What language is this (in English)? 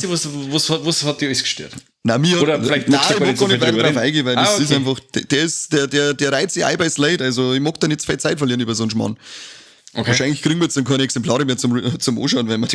Bavarian